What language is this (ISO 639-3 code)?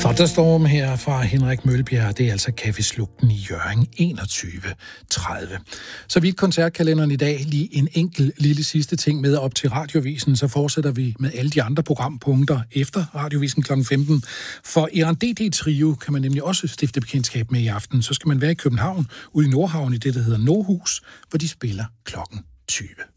dan